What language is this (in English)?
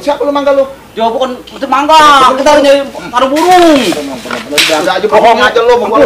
Betawi